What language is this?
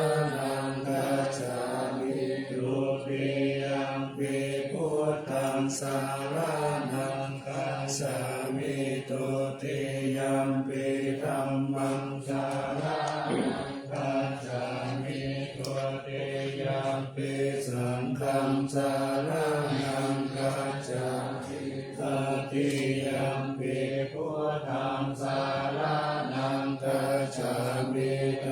Pali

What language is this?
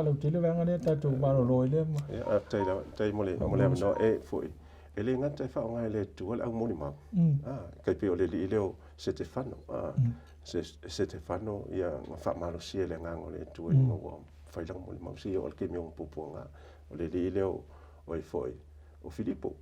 Samoan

